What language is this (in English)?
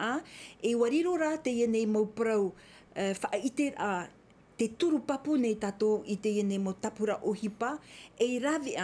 Tahitian